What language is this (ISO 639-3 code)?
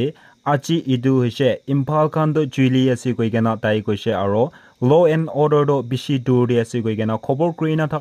nag